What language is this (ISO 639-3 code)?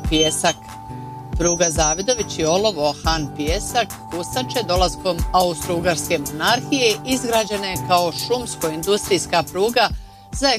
bos